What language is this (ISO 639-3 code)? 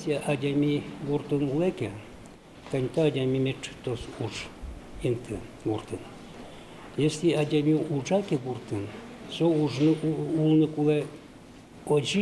udm